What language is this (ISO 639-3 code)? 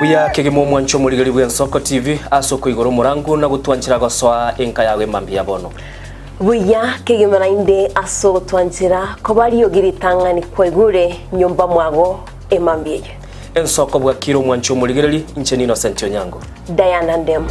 guz